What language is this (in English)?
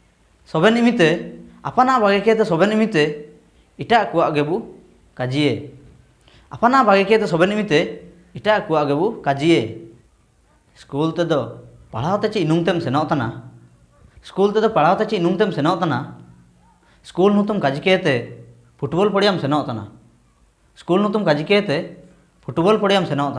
Ho